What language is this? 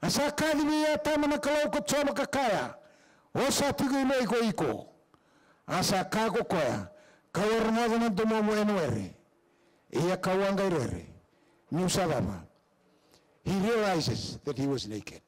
Fijian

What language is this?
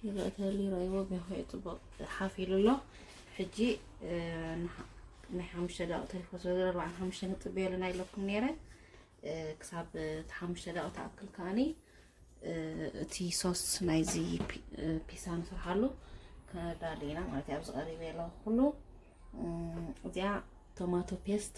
Tigrinya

